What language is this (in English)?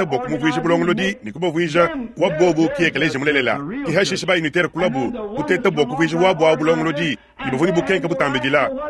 Luba-Lulua